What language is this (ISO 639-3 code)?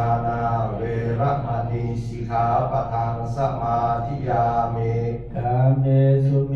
pli